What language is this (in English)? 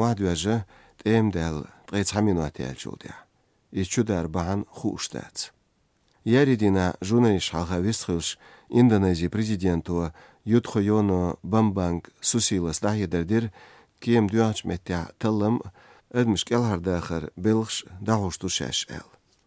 Chechen